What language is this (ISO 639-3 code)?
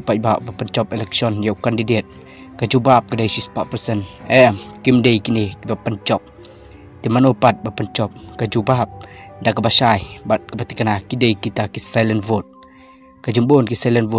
kha